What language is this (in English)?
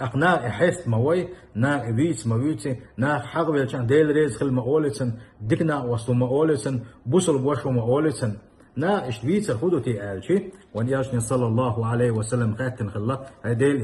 Chechen